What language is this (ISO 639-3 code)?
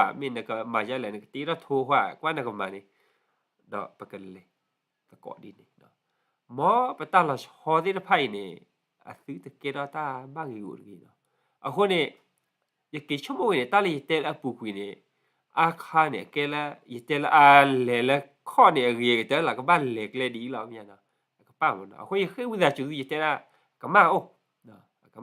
ksw